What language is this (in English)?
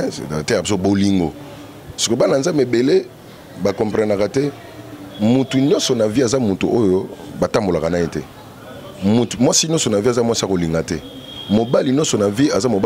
Lingala